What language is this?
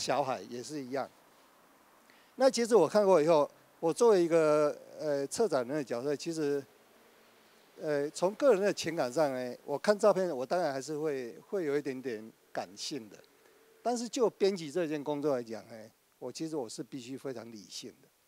Chinese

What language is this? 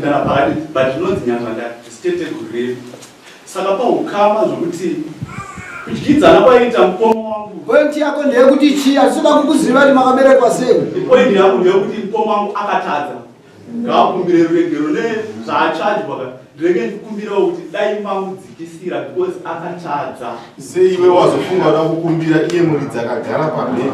Shona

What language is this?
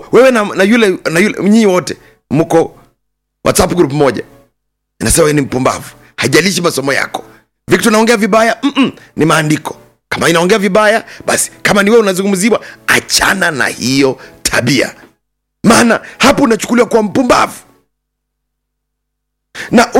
Swahili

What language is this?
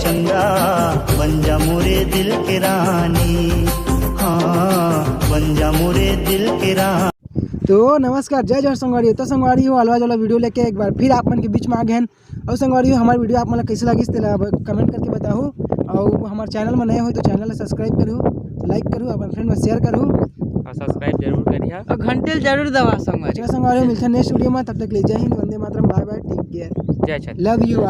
Chhattisgarhi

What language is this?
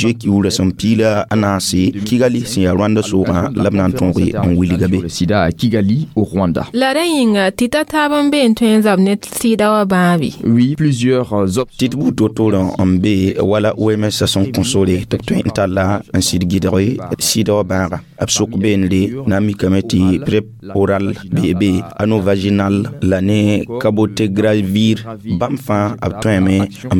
Mossi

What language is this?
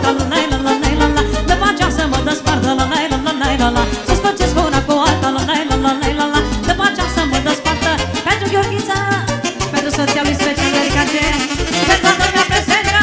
Romanian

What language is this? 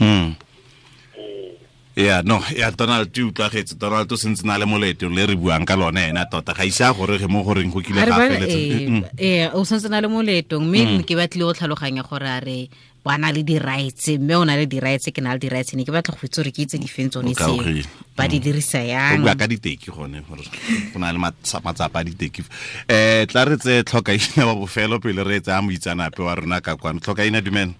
Tswana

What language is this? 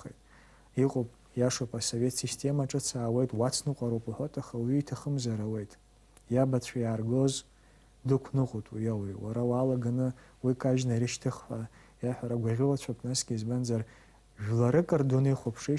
Abkhazian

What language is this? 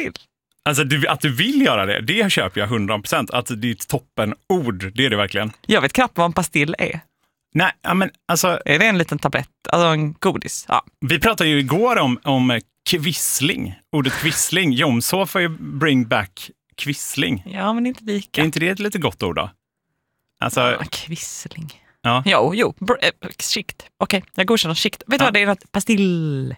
Swedish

